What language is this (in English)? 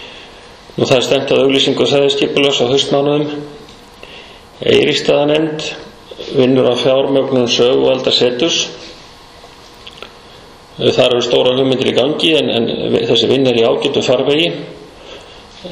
Icelandic